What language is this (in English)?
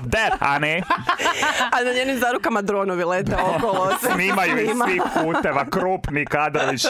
Croatian